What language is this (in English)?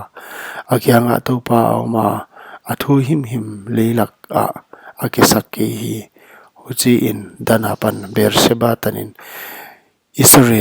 Paite Chin